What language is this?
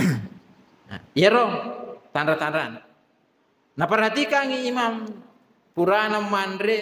Buginese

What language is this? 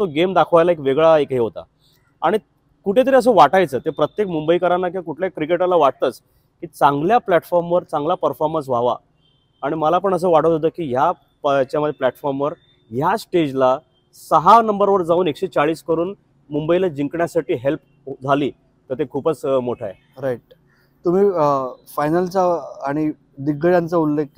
Marathi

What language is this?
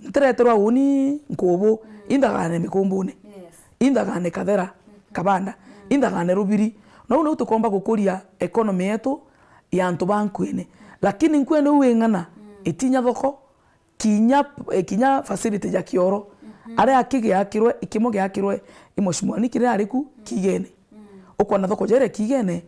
Meru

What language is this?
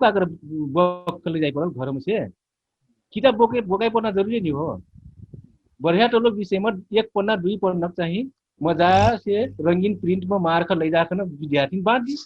Dangaura Tharu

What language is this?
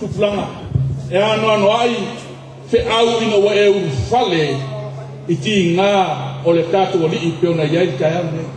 Samoan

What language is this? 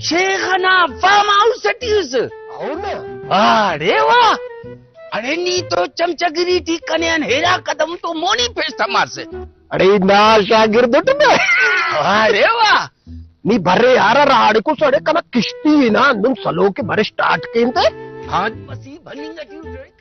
Brahui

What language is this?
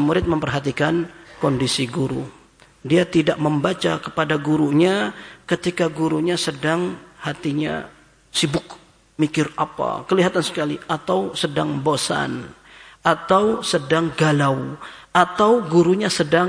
Indonesian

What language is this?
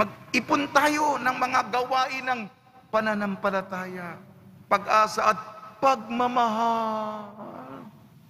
Filipino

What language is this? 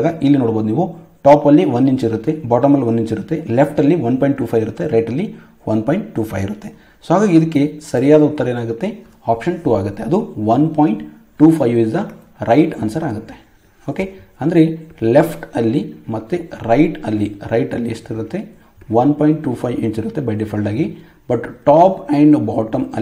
Kannada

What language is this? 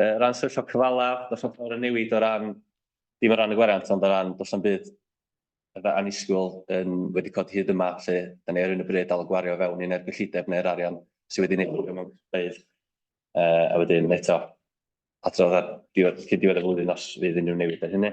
Welsh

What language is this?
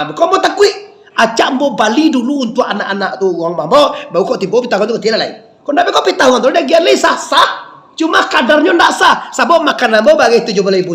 Minangkabau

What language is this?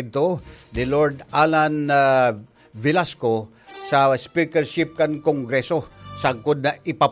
Bikol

